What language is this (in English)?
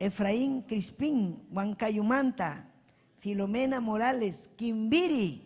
Ayacucho Quechua